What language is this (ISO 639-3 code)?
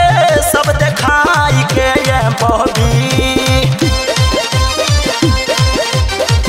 bho